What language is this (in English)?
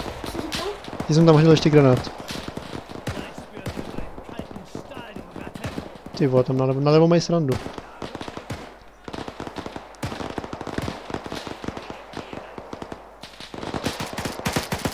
Czech